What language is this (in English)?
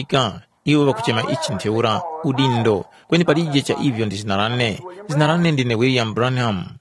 Tumbuka